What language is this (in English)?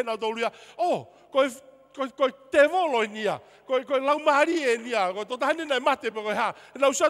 Tongan